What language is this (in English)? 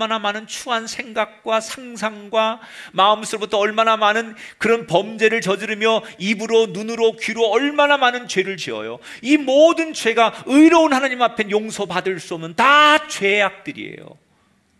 Korean